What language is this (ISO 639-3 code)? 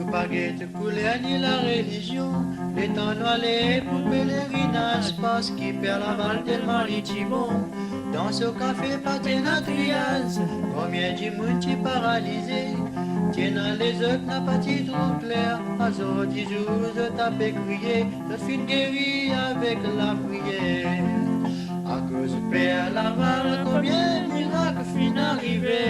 mfe